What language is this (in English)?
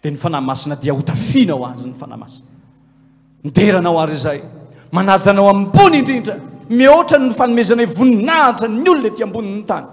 Malagasy